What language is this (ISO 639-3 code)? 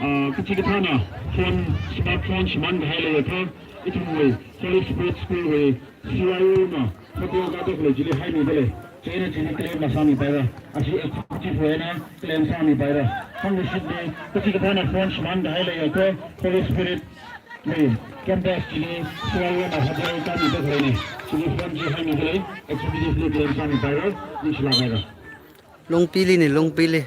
nmf